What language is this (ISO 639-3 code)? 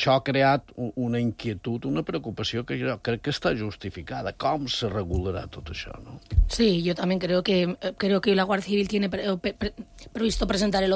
cat